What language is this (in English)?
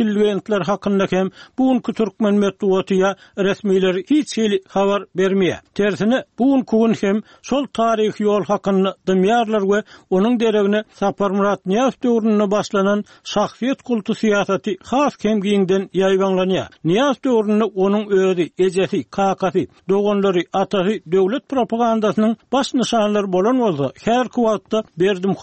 Turkmen